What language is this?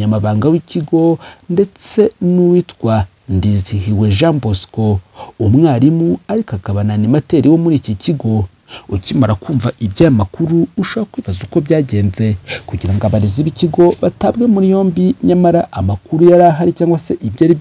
Kinyarwanda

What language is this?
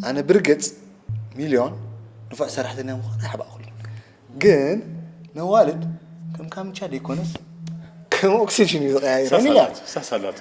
Tigrinya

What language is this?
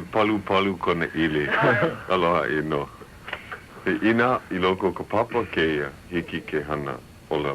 Hawaiian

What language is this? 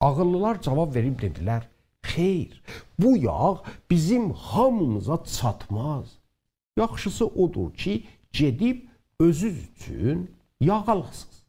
South Azerbaijani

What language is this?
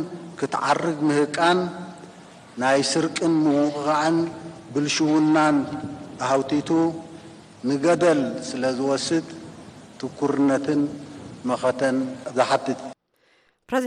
Tigrinya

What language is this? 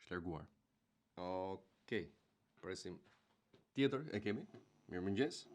Albanian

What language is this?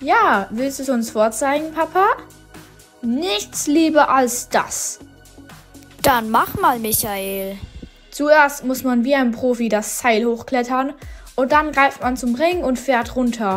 German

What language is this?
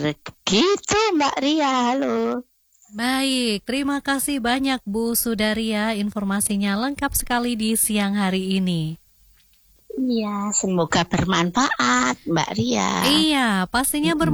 Indonesian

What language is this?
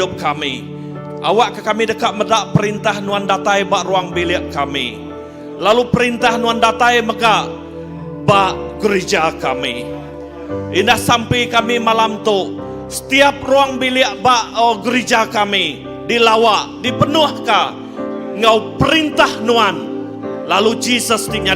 Iban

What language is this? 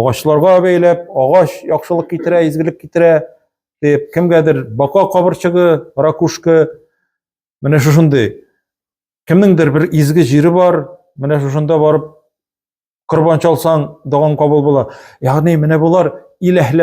Tatar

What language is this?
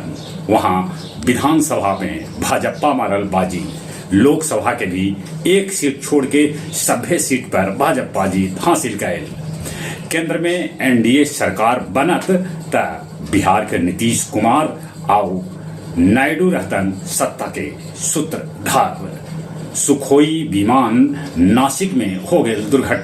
Magahi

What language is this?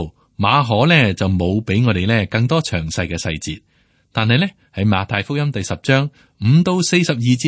Cantonese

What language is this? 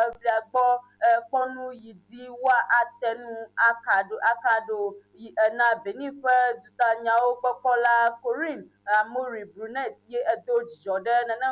Ewe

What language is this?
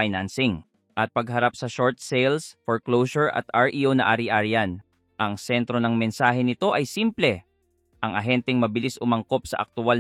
Filipino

